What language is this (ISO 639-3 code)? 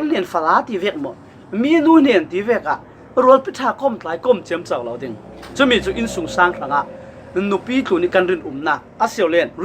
cfm